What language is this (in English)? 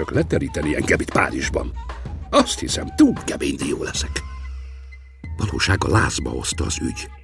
Hungarian